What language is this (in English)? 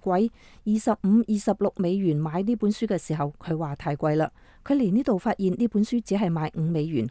Cantonese